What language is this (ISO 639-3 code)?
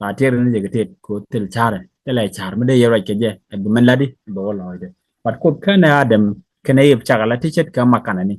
nus